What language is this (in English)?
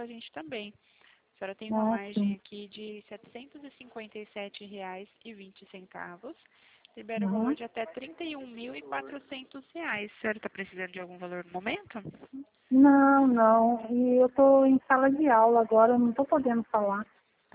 Portuguese